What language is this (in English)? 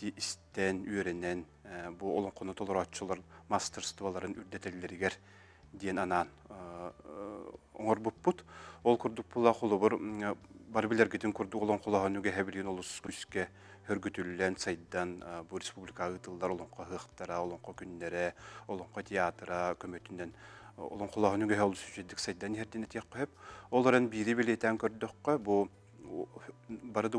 Yakut